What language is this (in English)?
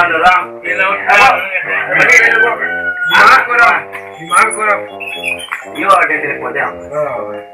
Minangkabau